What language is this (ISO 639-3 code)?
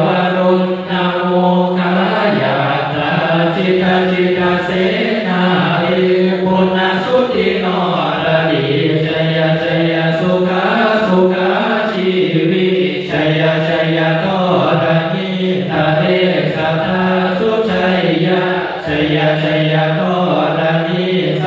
pli